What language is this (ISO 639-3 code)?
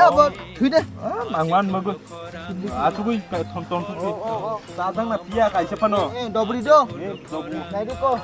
trp